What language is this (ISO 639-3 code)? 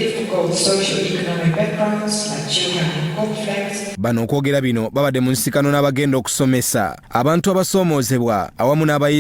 lug